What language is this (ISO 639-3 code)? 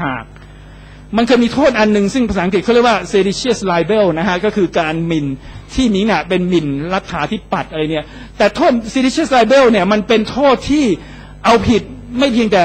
tha